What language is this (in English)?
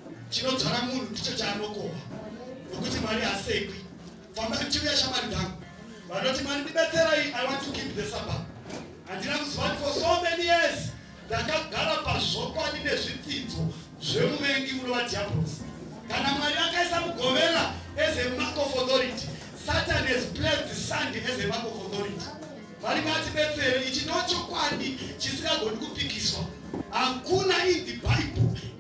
Shona